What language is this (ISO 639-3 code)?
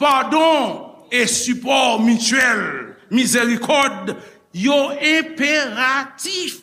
hat